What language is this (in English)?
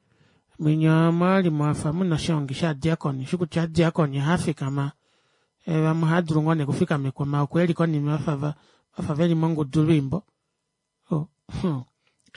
Kuanyama